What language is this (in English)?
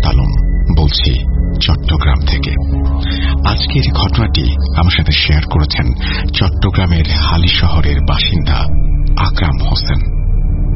Bangla